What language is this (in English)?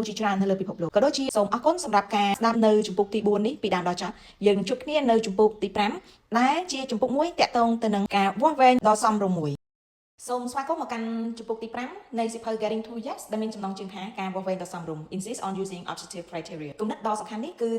Khmer